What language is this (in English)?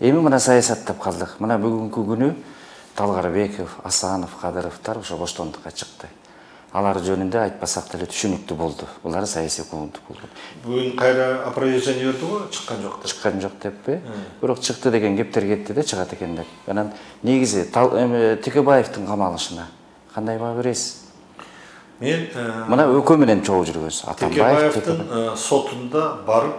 Kyrgyz